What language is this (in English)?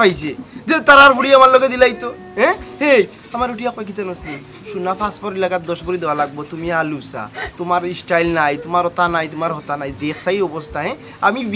Sylheti